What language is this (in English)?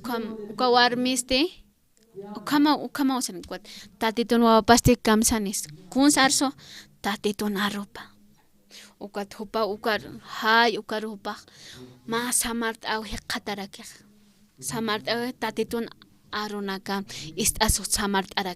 Aymara